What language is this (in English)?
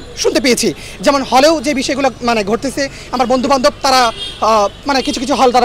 Bangla